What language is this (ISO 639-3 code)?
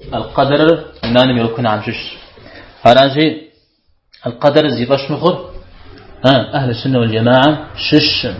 kbd